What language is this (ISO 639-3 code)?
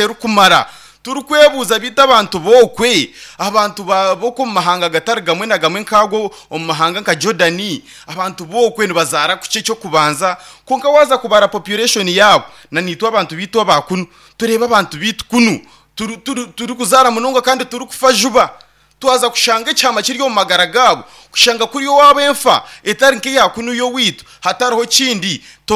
nyn